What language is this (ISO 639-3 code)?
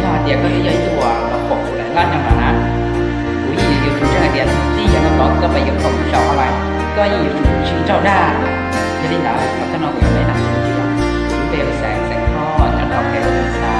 hmn